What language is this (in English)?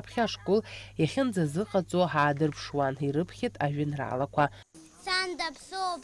Abkhazian